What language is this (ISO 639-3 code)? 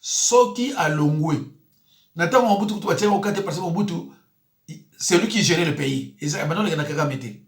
lin